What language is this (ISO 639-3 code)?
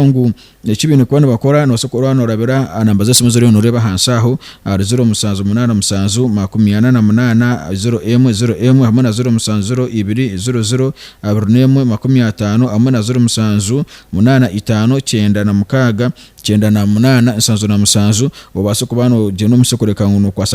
nyn